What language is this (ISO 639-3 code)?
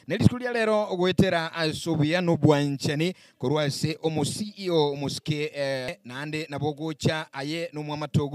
guz